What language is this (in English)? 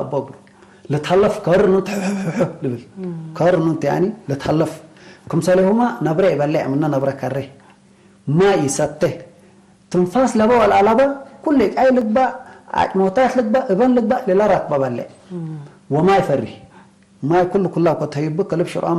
Tigre